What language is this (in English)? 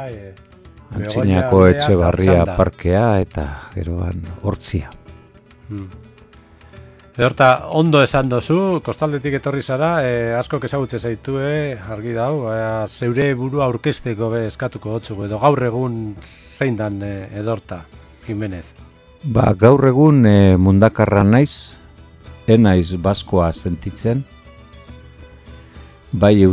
Basque